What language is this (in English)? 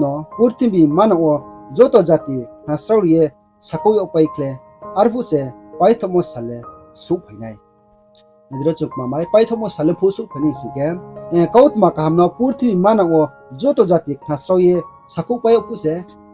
Riang (India)